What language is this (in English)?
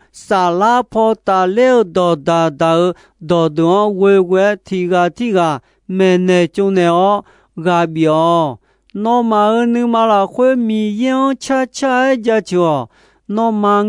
Akha